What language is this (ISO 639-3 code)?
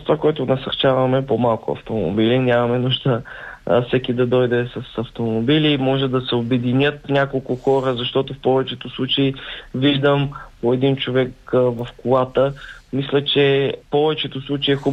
bul